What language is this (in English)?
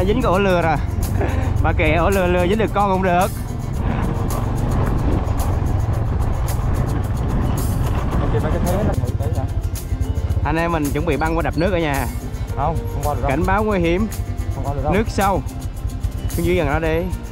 Vietnamese